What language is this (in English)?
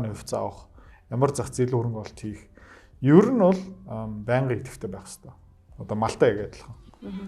Mongolian